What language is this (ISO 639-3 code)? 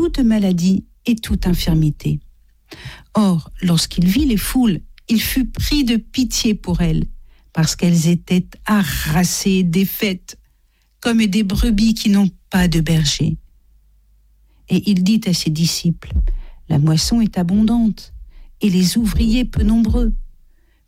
fra